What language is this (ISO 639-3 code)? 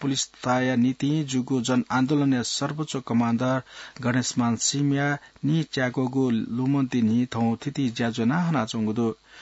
new